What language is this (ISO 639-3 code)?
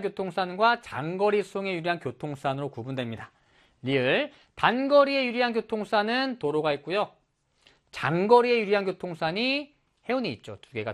kor